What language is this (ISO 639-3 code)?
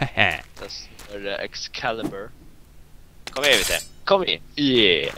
fao